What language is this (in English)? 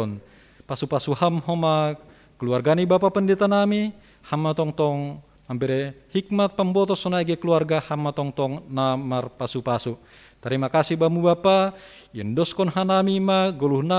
Batak Simalungun